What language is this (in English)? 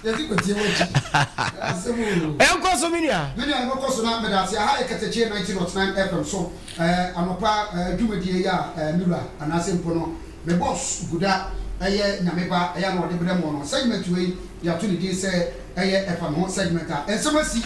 Akan